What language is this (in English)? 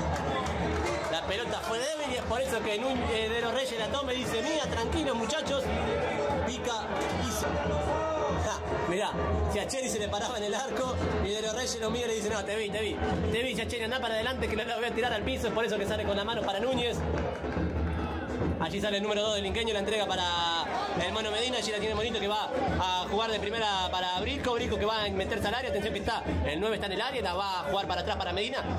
Spanish